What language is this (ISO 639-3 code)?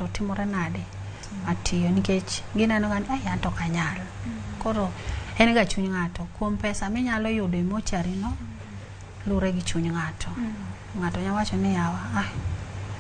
luo